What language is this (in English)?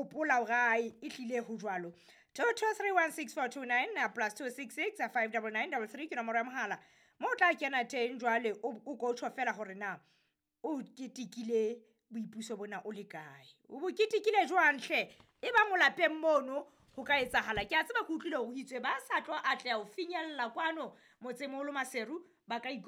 Southern Sotho